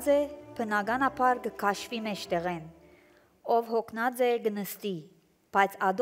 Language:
Armenian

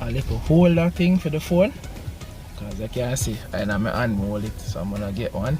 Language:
Jamaican Creole English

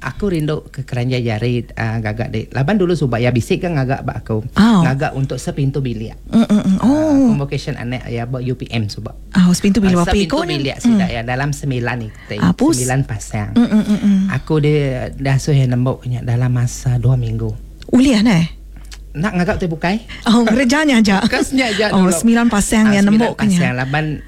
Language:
Iban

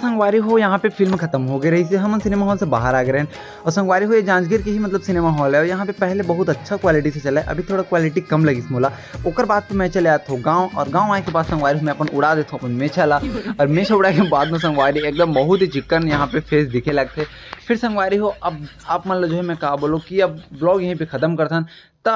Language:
Chhattisgarhi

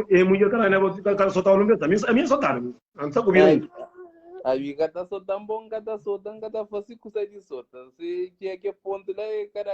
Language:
Kabuverdianu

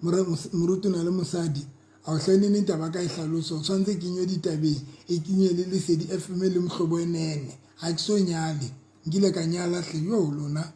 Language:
Southern Sotho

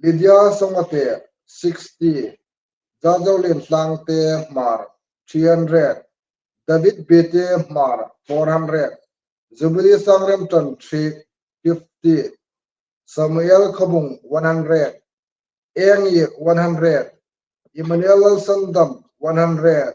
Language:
Hmar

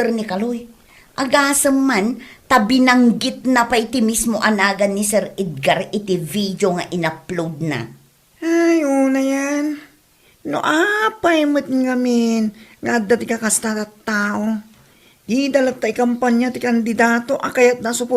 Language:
Iloko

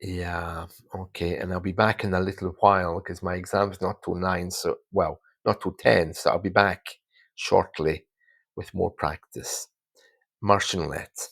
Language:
Scottish Gaelic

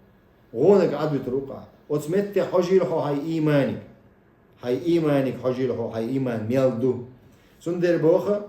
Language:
Chechen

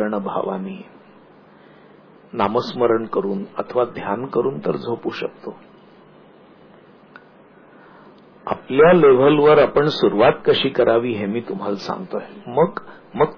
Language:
Marathi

